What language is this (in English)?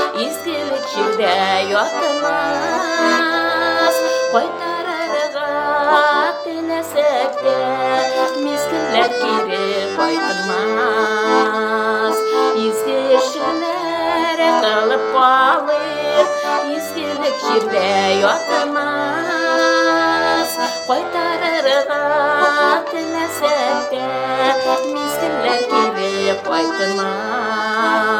Tatar